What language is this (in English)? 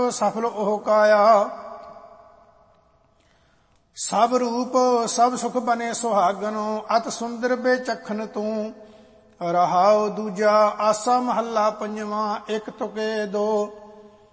Punjabi